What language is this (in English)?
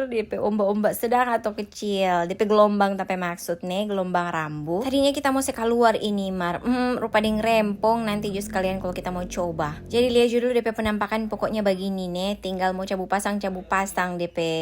Manado Malay